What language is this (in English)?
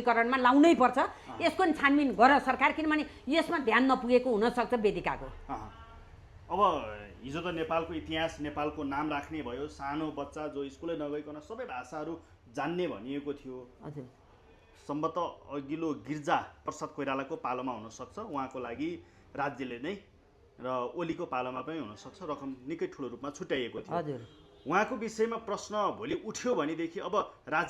Nepali